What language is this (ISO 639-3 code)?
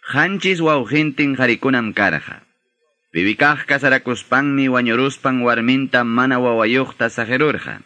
que